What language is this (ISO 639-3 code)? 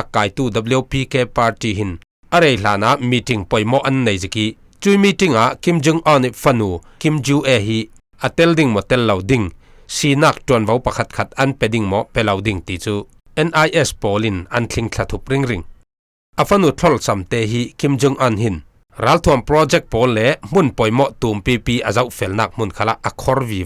cfm